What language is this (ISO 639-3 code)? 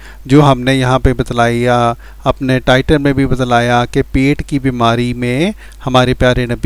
urd